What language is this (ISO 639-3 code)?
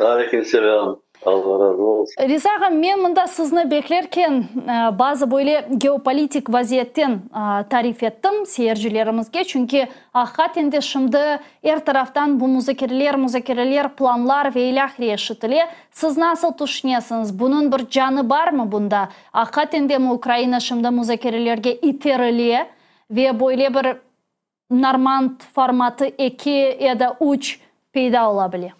crh